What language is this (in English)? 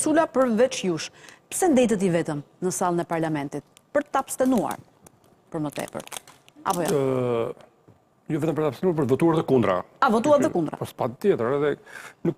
Albanian